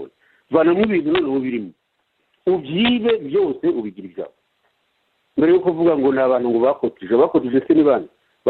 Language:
Kinyarwanda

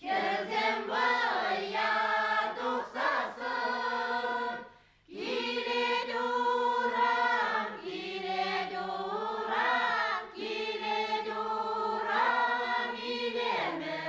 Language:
Chuvash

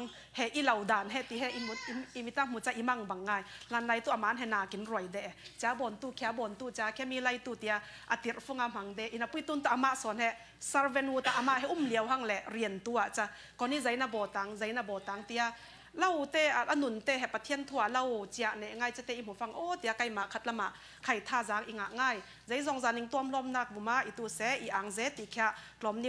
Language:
Falam Chin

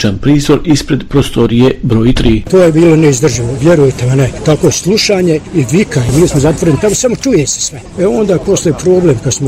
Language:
Bosnian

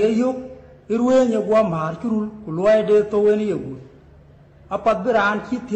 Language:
Dinka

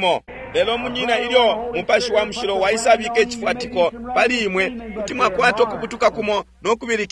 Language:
Bemba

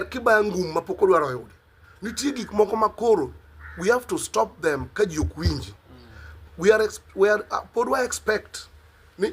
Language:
Luo (Kenya and Tanzania)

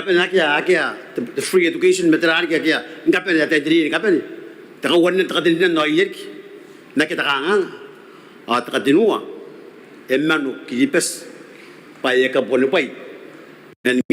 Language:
Gilbertese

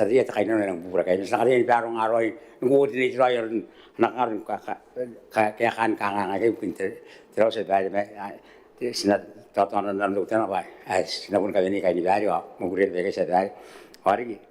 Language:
Gilbertese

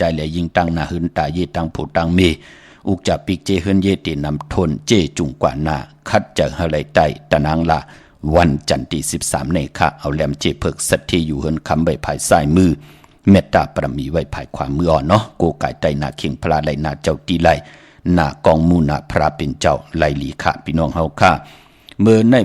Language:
Shan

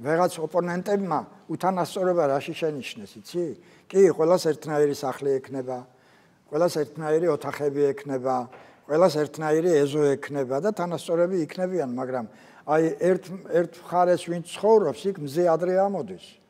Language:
Georgian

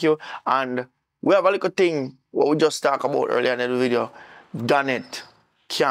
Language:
Jamaican Creole English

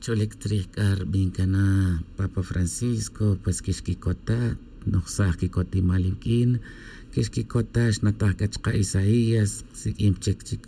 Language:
Tz'utujil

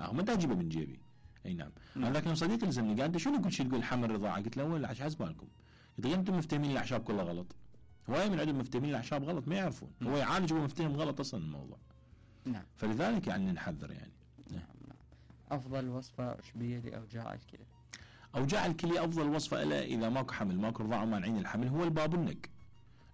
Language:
Mesopotamian Arabic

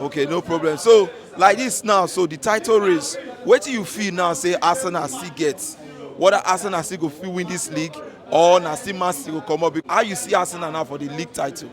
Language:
Nigerian Pidgin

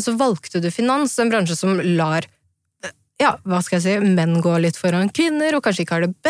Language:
Norwegian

